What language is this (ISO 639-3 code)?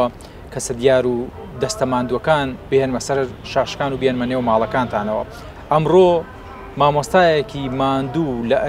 ckb